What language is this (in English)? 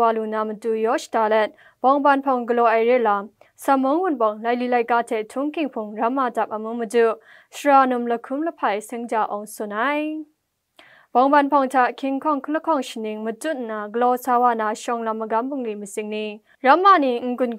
Kachin